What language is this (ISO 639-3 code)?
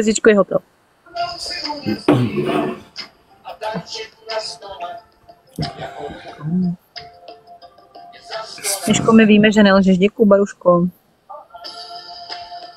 ces